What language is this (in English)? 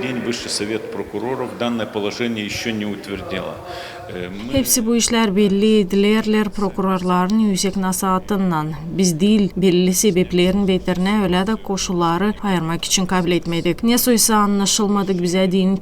Gagauz